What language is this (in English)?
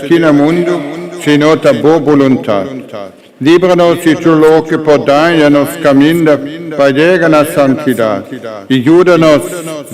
Papiamento